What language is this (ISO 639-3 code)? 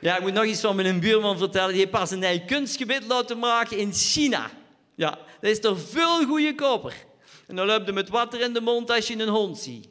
lim